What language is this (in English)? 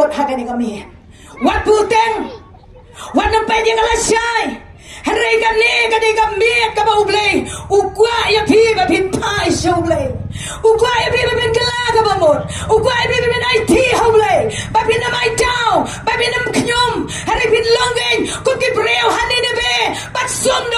Khasi